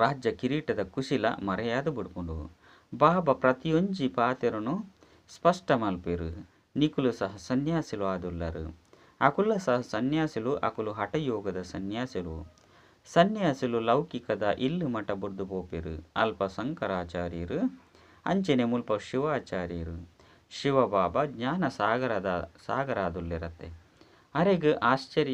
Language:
Tulu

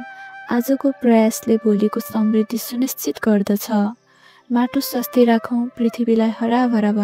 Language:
Nepali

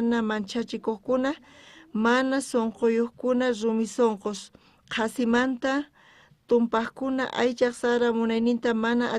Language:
South Bolivian Quechua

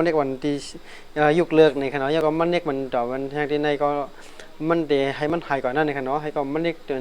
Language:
Shan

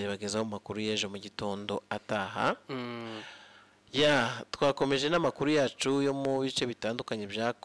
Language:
Kinyarwanda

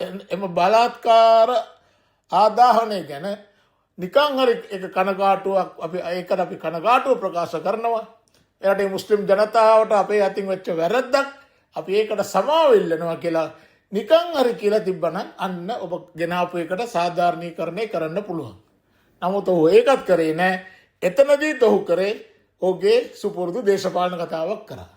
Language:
Sinhala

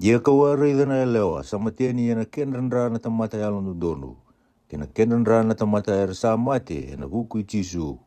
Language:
Fijian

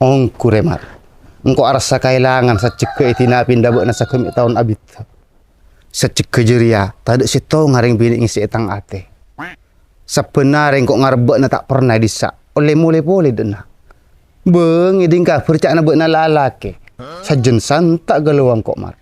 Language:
Madurese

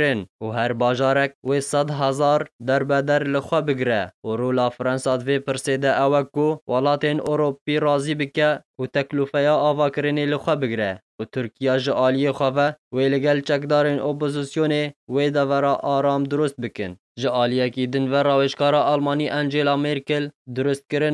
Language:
Kurdish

